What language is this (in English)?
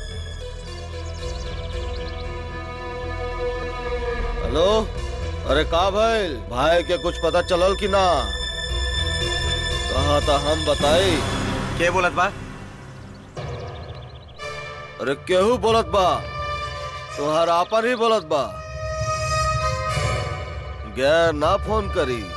Bhojpuri